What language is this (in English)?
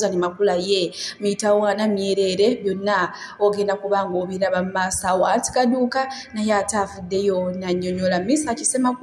Ganda